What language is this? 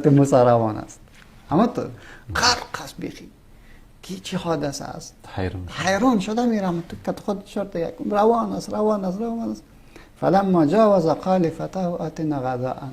Persian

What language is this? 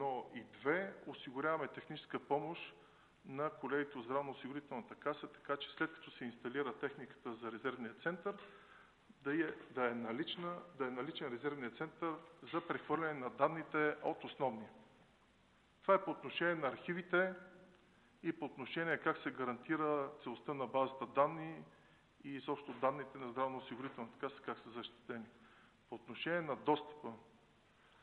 Bulgarian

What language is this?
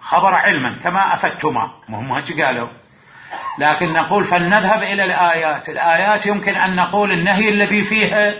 Mesopotamian Arabic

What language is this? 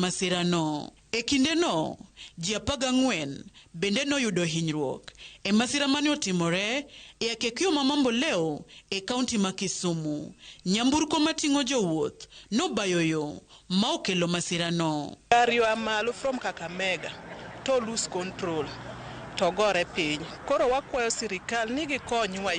Luo (Kenya and Tanzania)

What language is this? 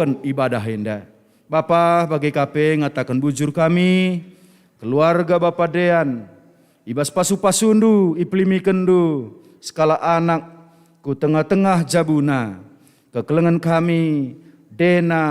Batak Karo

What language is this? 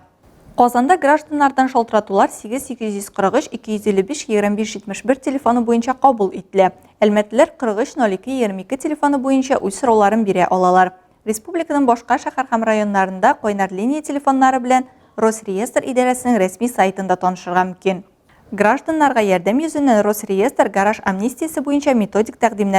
Tatar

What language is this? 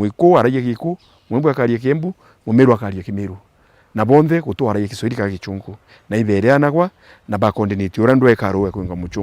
Meru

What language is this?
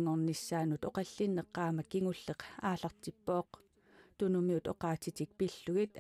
Kalaallisut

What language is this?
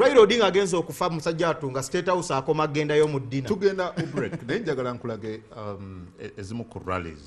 Ganda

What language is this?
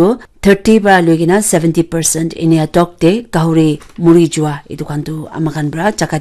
Naga Pidgin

